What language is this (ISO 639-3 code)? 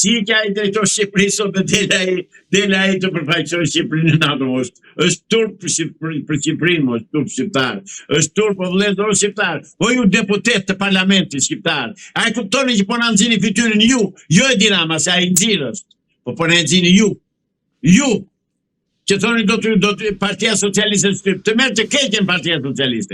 sqi